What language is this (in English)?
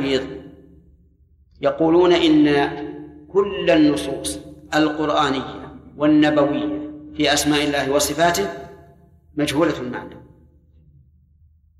Arabic